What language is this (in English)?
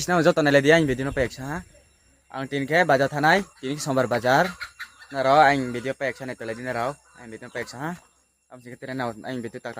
Riang (India)